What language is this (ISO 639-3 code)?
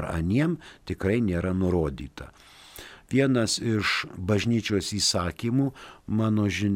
lit